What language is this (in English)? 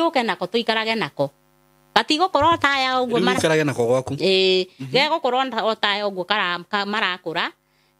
Kikuyu